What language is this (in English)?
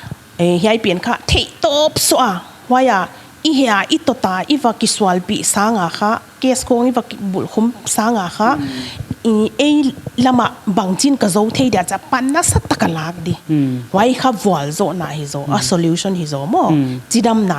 Paite Chin